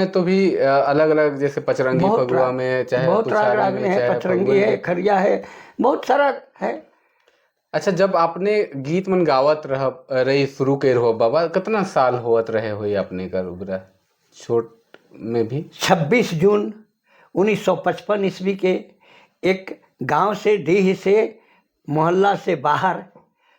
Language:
Sadri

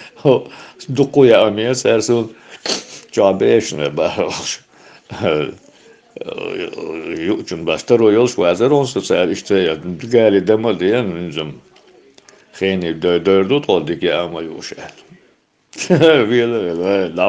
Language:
Chechen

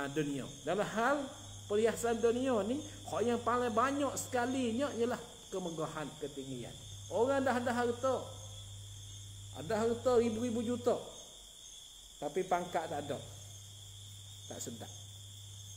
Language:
Malay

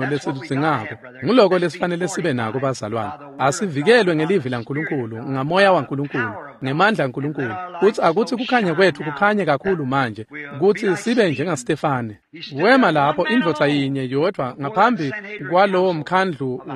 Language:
Swati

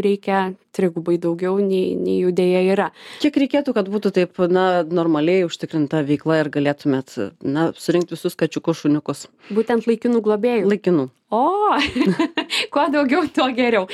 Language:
Lithuanian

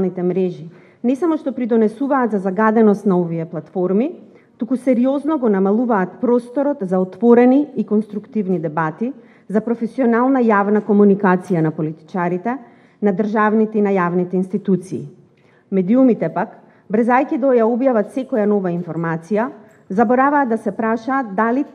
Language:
Macedonian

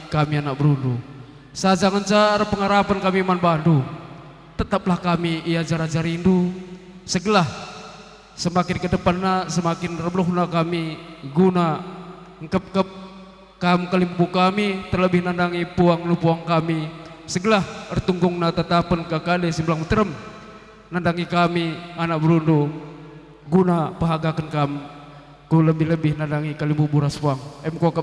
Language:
Batak Karo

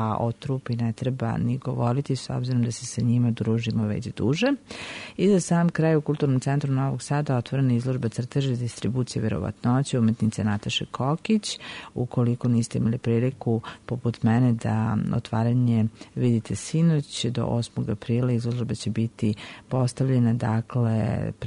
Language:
Serbian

